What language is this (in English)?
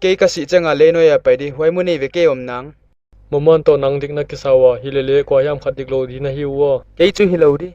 Paite Chin